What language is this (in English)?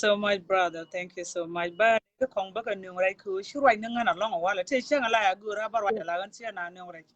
Nuer